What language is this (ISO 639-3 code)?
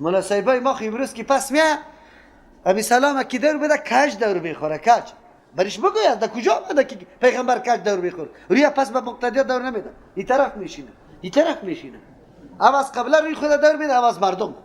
fas